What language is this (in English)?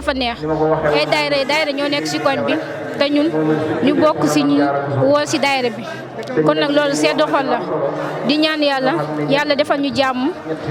Wolof